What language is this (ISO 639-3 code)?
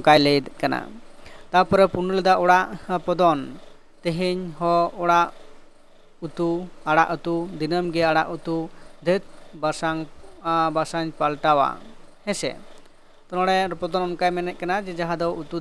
sat